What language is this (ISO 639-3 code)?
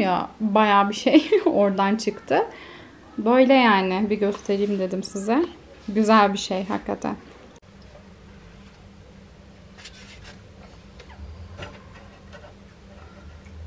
tur